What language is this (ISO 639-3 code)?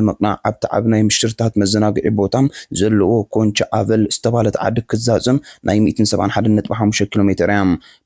tir